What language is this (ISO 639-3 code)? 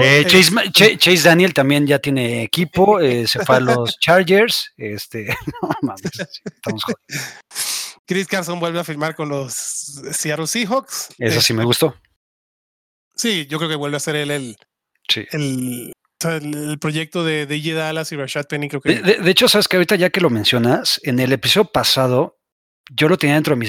spa